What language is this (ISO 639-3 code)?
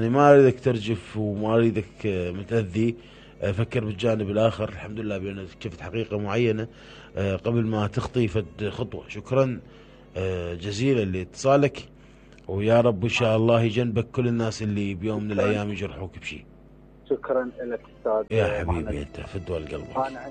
acm